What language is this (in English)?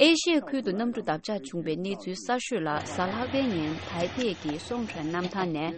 Tibetan